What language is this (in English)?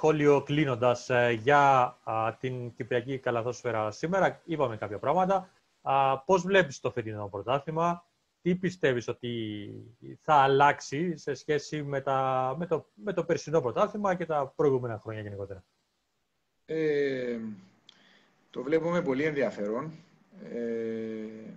Greek